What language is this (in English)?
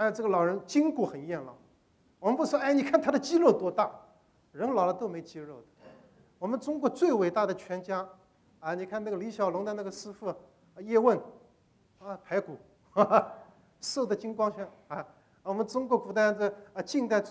Chinese